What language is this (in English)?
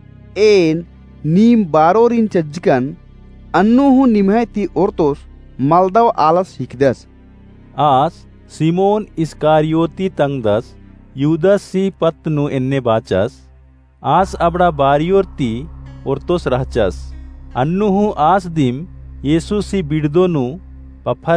Kurukh